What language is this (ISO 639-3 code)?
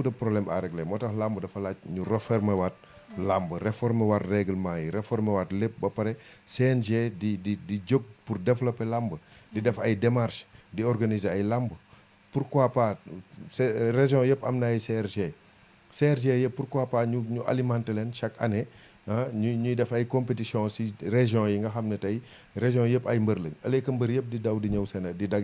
wol